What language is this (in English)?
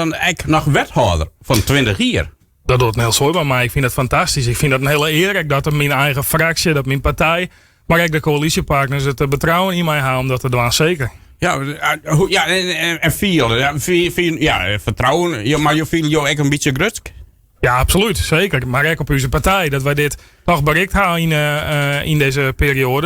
Western Frisian